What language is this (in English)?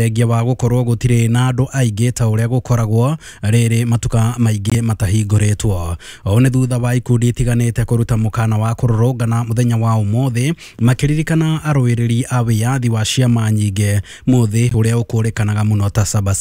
Kikuyu